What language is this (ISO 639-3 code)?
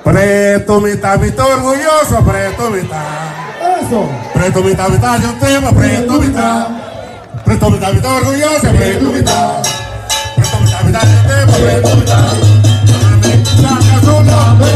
pap